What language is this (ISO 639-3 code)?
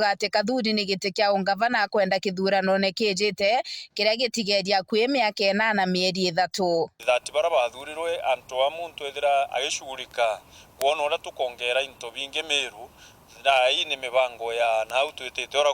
mer